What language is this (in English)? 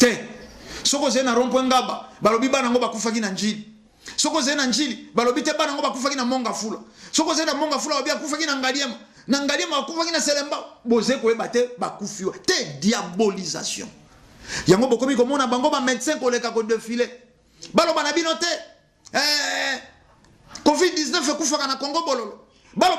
Lingala